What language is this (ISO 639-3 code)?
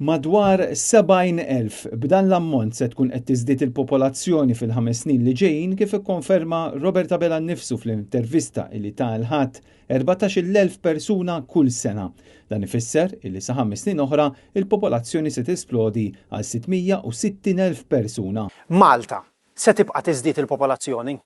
mlt